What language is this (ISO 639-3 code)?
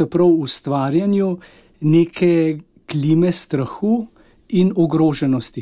slv